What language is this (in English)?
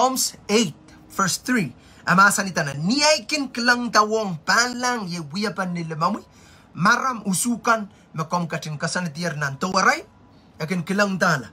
Pohnpeian